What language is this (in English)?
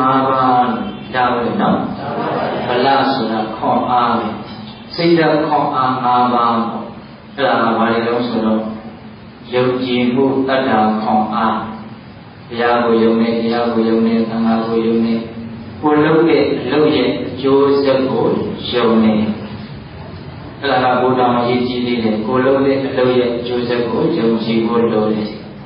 Burmese